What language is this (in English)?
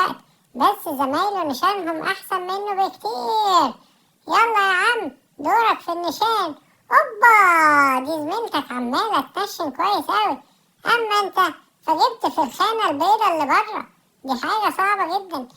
Egyptian Arabic